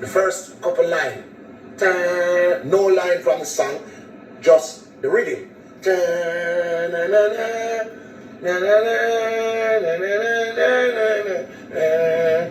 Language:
Jamaican Creole English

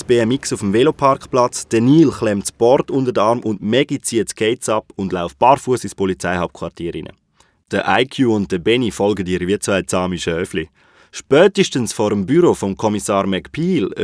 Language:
Swiss German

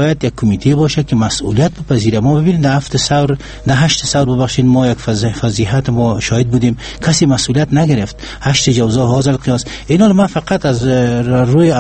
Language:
Persian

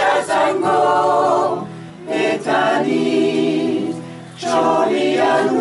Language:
Basque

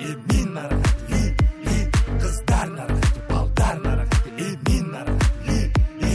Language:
Kara-Kalpak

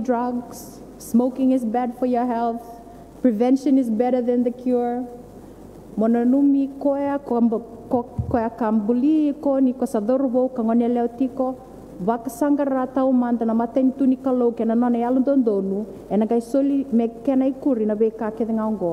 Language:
Fijian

